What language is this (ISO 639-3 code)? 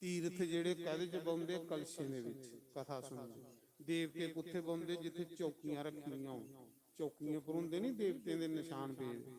doi